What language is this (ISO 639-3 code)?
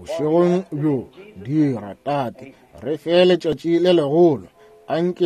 nso